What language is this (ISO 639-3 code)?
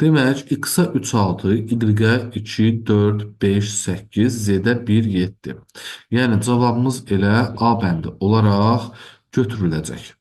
aze